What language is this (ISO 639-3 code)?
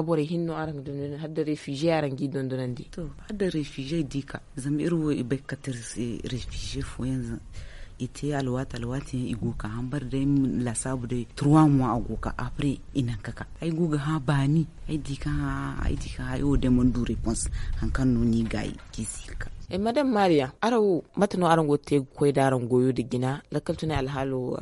dje